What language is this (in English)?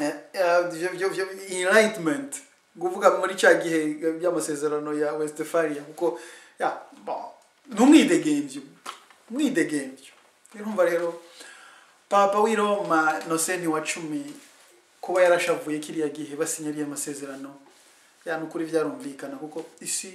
Rundi